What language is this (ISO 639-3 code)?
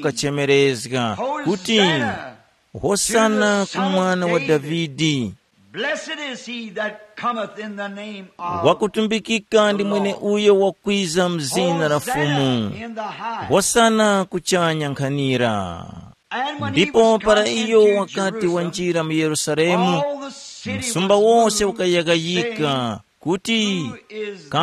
tum